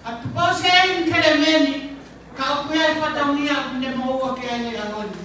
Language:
Tongan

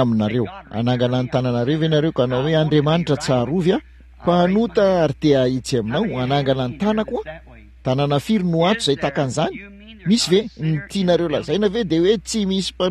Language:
Malagasy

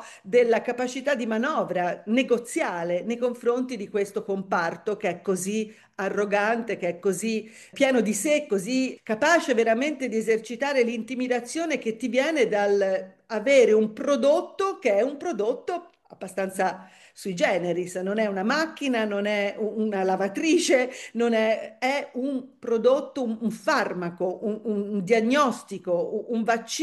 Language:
Italian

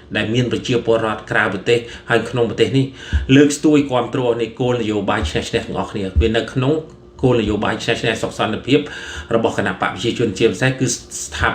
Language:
Khmer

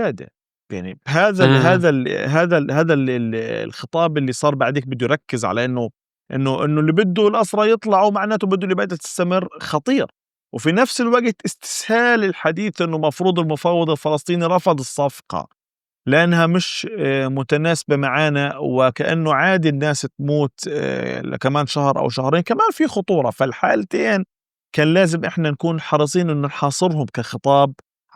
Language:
North Levantine Arabic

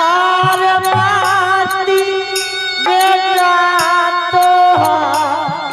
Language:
Angika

